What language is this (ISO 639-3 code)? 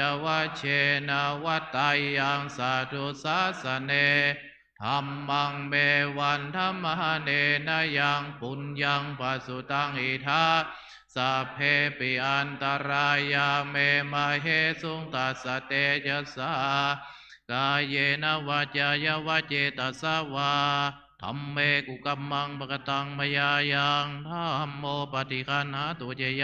pli